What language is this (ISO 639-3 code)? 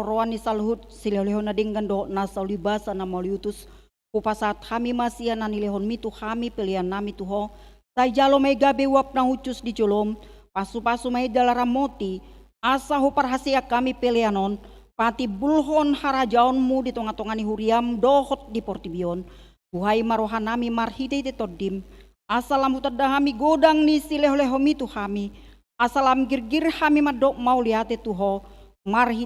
bbc